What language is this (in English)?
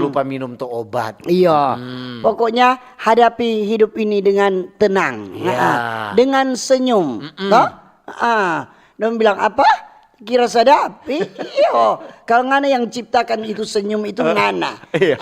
Manado Malay